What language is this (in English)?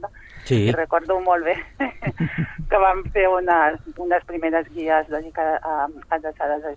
Catalan